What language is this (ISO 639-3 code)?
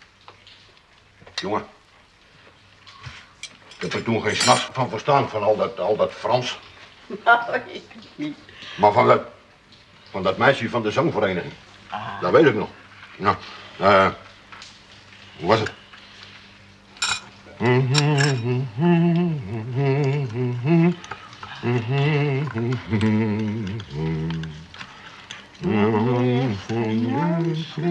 nld